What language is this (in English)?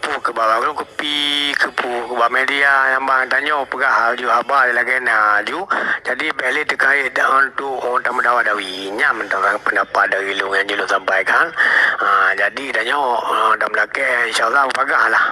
Achinese